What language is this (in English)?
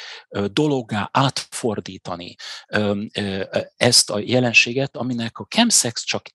Hungarian